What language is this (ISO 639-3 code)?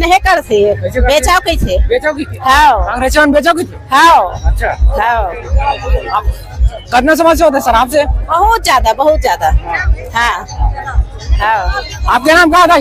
hne